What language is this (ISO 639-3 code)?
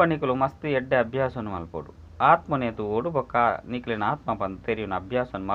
tcy